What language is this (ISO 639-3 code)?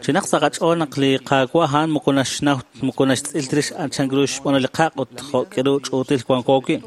kek